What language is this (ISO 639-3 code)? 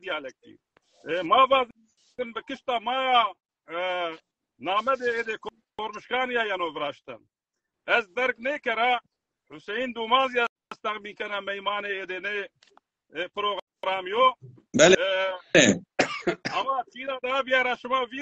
zza